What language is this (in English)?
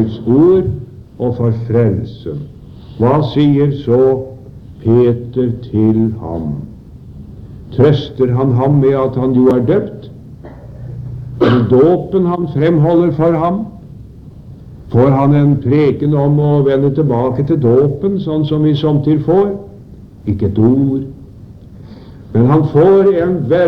Norwegian